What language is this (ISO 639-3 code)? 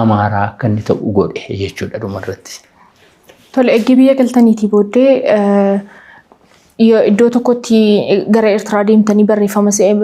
orm